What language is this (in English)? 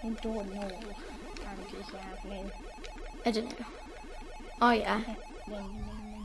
Welsh